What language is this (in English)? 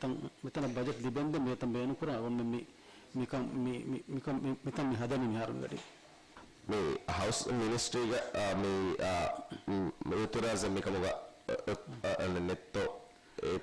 Divehi